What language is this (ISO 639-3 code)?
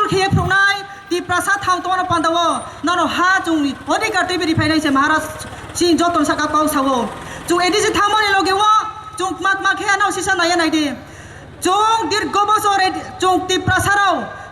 trp